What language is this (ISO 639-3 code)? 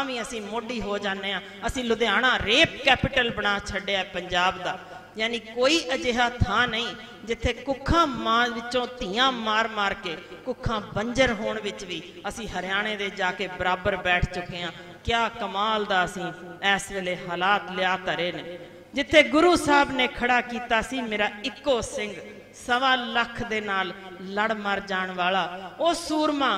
pan